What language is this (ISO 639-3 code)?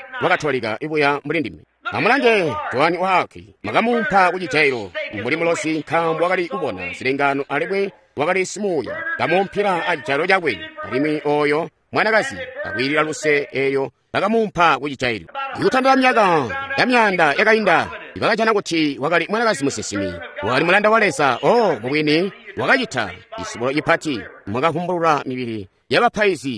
toi